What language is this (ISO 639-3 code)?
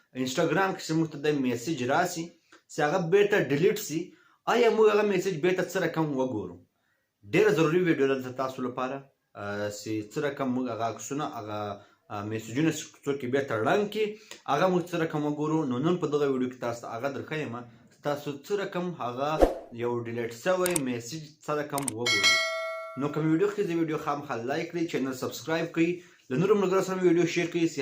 pus